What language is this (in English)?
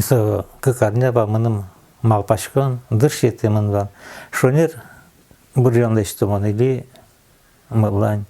Udmurt